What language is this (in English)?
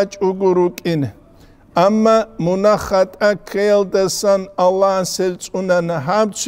Avaric